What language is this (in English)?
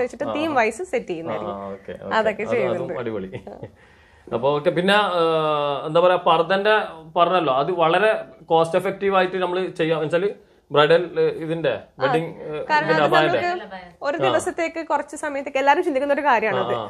Malayalam